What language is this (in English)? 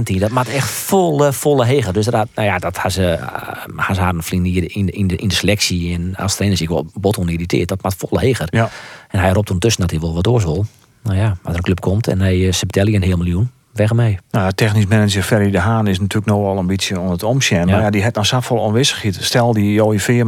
Western Frisian